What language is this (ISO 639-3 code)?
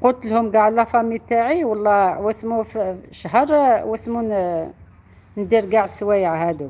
arq